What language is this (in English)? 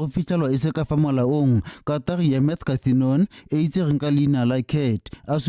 Tswana